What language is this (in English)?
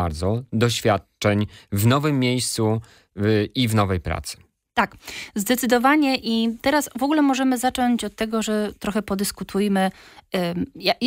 Polish